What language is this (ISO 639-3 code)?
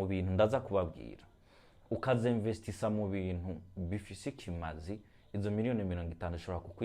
run